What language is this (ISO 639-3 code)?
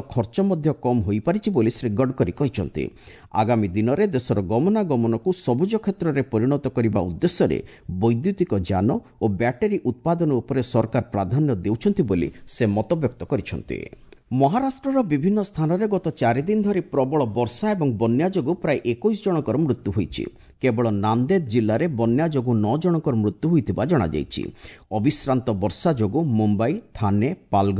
ori